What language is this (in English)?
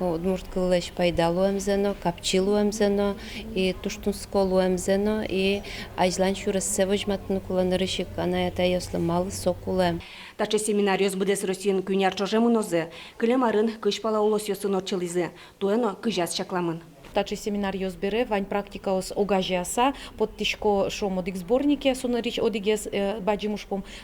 Udmurt